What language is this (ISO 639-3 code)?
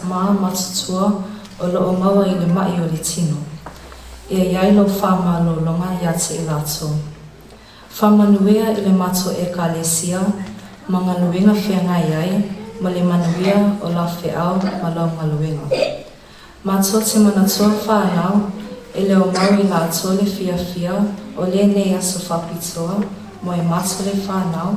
smo